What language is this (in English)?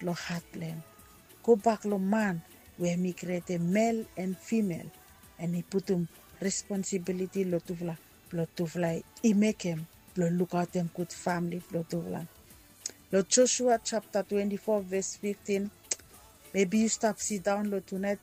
Bislama